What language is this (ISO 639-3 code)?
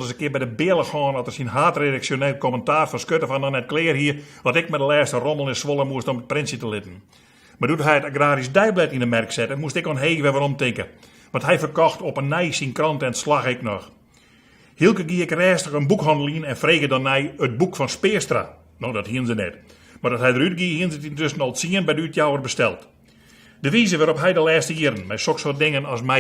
fry